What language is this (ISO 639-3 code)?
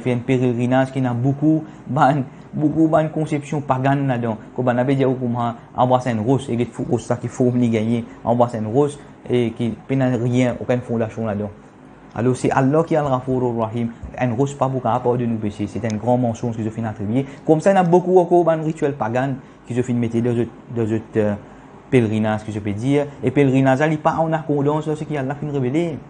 mfe